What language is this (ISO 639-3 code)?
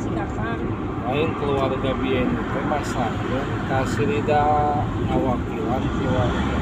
sun